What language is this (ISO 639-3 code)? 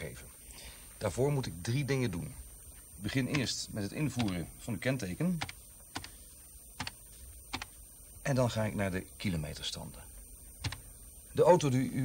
nld